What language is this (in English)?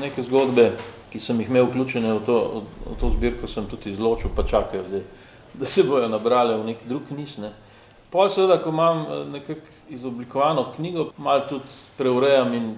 Slovenian